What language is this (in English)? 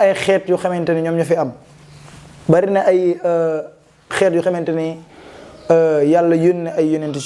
Wolof